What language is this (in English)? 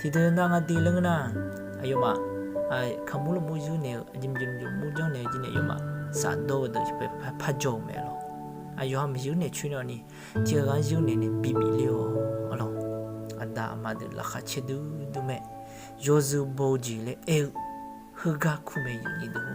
Akha